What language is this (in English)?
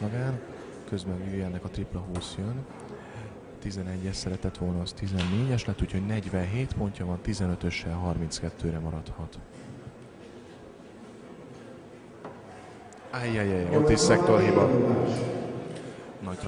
Hungarian